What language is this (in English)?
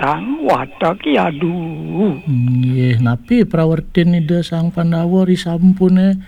Balinese